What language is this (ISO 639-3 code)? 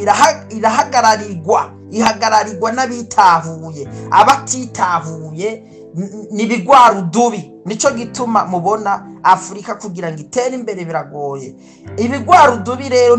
run